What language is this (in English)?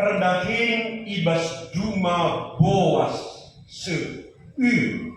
Batak Karo